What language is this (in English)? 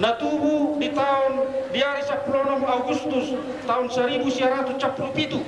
Batak Toba